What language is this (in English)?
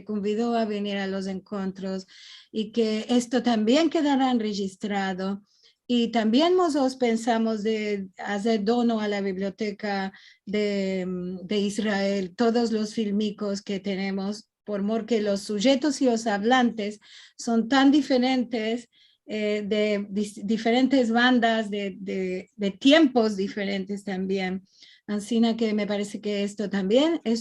Ladino